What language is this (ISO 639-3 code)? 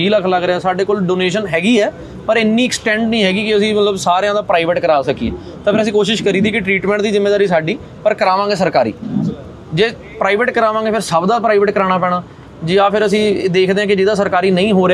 pan